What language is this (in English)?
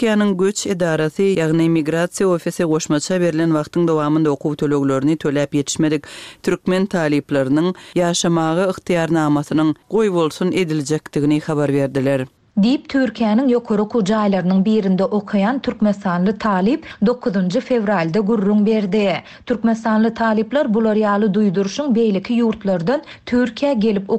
Turkmen